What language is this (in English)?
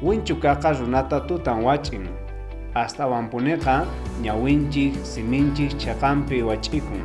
South Bolivian Quechua